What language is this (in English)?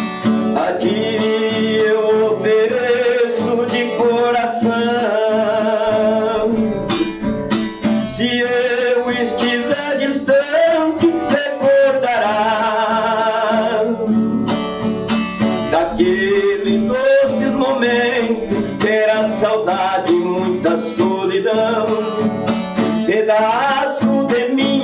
Portuguese